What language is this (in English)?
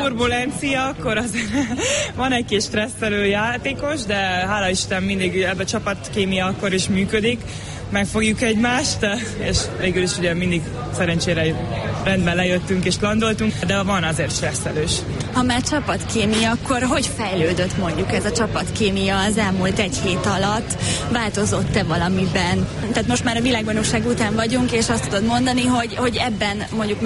Hungarian